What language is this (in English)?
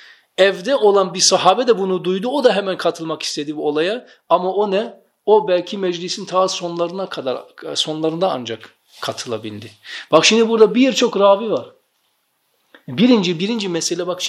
Turkish